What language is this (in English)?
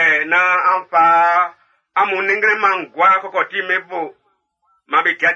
Baoulé